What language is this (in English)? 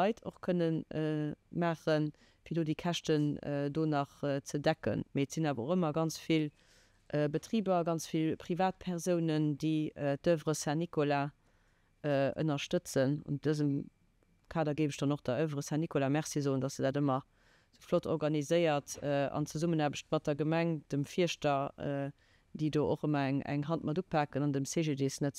Luxembourgish